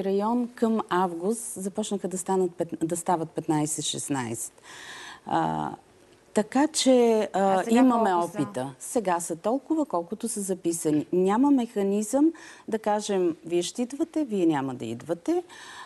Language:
Bulgarian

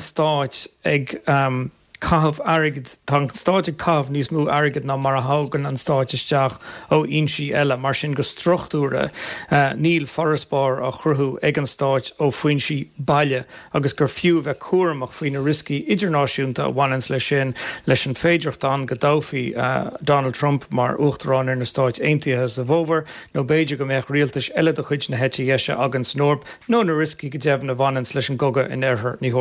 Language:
Irish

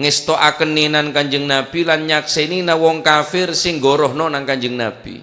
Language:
Madurese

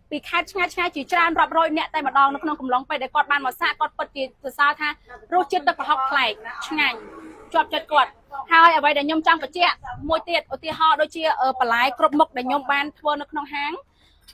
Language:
Khmer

